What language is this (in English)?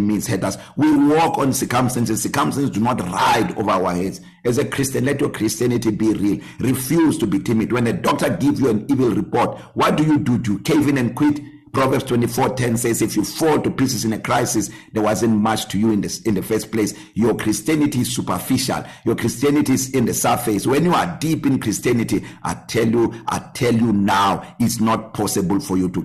English